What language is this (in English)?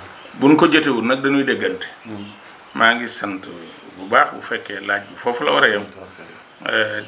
Wolof